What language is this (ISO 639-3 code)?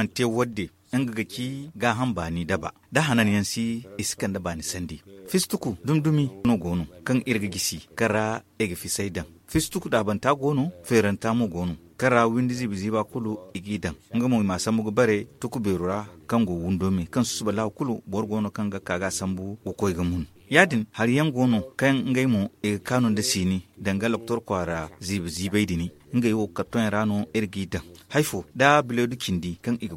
dje